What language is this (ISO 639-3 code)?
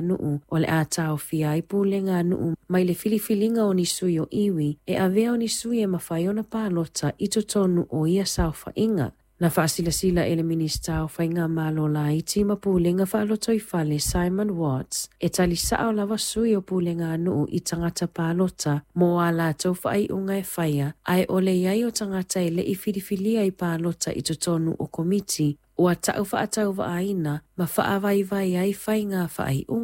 smo